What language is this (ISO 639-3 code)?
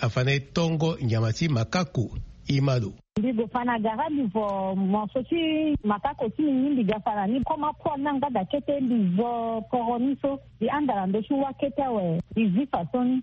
sag